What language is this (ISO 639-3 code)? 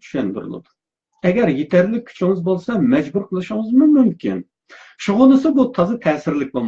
uig